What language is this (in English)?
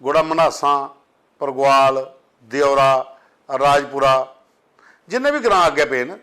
Dogri